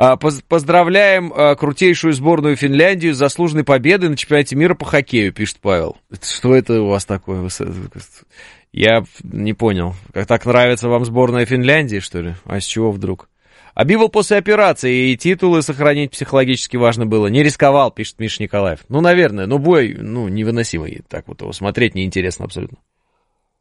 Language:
Russian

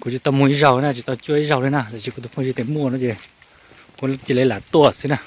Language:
Hmong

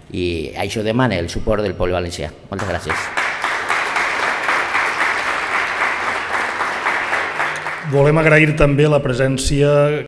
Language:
Catalan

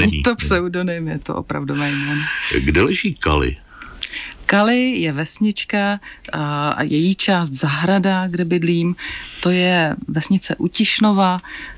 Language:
Czech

